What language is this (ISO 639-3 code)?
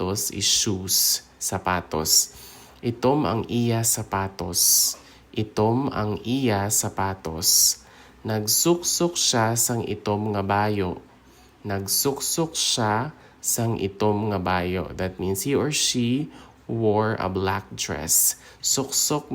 hil